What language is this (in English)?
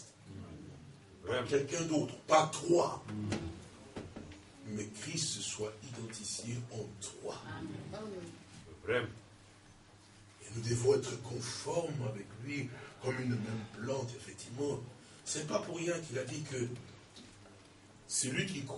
French